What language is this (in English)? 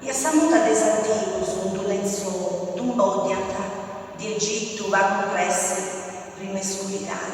Sardinian